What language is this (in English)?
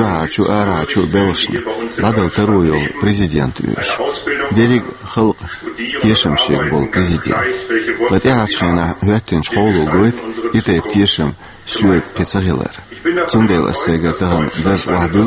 Chechen